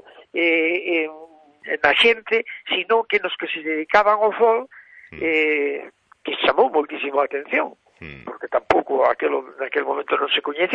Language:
Galician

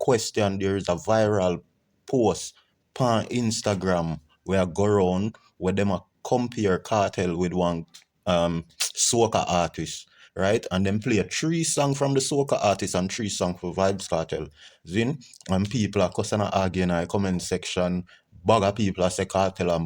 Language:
Jamaican Creole English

